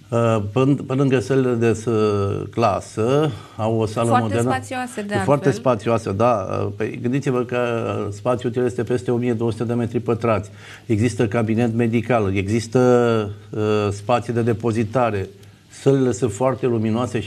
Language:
Romanian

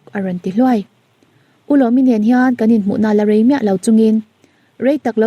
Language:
Mizo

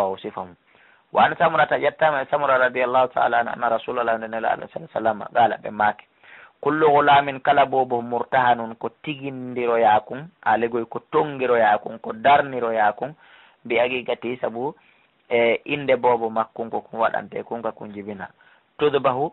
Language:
Fula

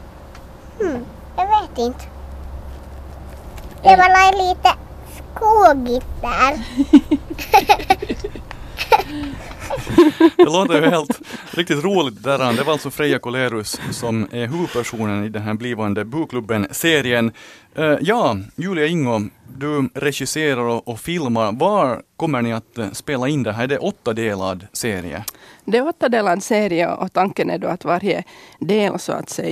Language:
Swedish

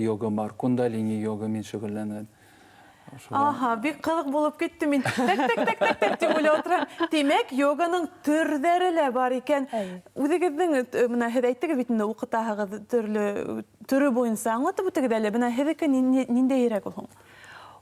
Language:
Bashkir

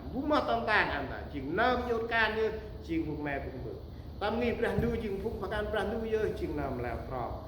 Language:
Central Mnong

